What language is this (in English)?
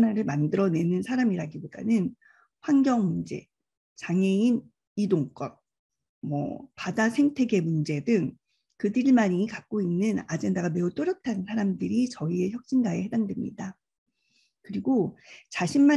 Korean